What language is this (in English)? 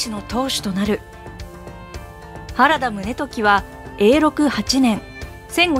Japanese